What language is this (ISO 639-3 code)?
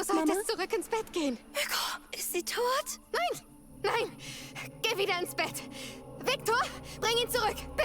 bar